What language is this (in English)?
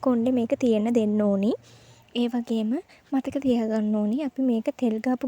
Sinhala